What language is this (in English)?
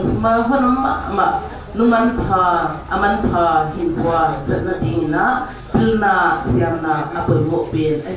Paite Chin